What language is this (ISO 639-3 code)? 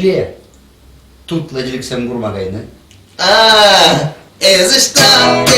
chv